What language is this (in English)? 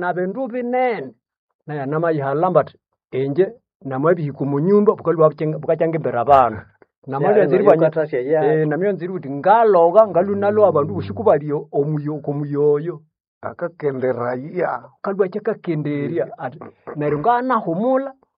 Nande